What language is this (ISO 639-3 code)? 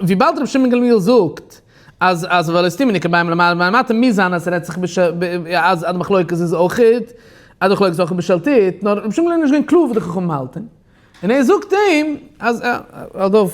yid